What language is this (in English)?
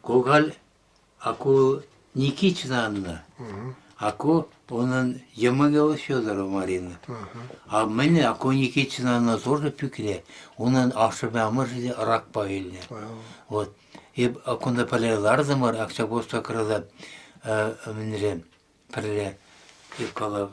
Chuvash